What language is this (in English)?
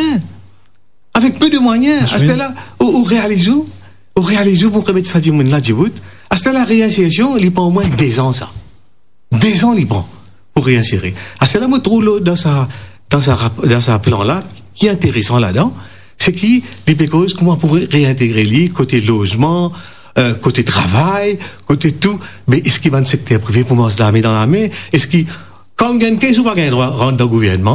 Morisyen